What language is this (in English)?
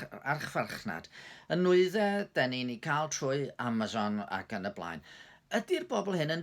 Welsh